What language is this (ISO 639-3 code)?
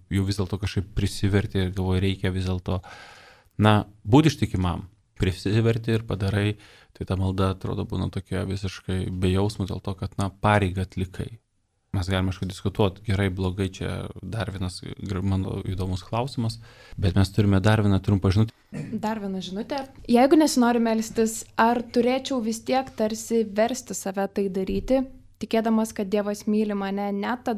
lit